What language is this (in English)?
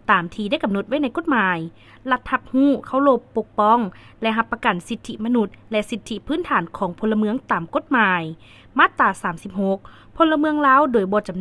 Lao